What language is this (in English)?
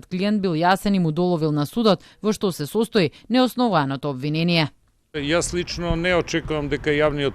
Macedonian